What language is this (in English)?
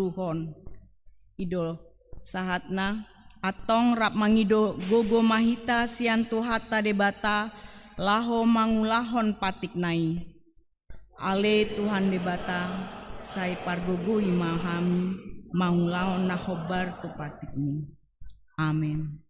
Batak Toba